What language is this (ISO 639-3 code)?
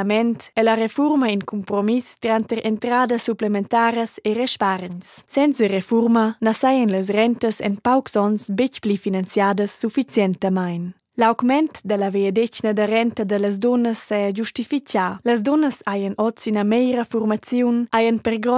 roh